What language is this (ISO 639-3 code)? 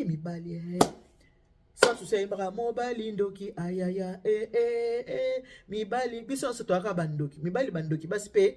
lin